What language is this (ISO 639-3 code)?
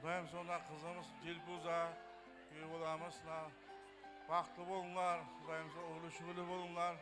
kaa